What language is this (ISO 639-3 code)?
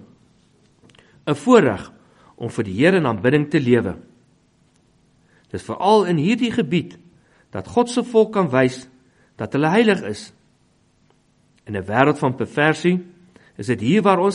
afr